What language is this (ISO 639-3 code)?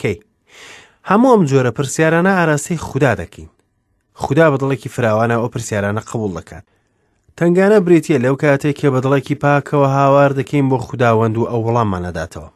ckb